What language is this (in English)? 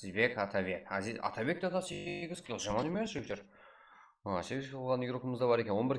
Kara-Kalpak